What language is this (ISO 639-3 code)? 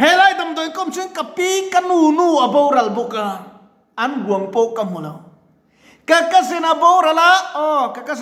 lus